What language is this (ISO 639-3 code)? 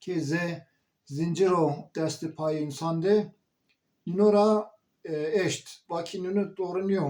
zza